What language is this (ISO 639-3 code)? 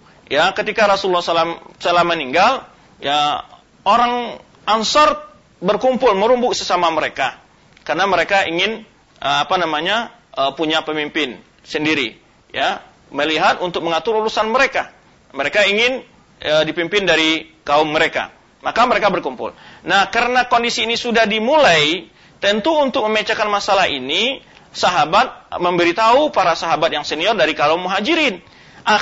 ind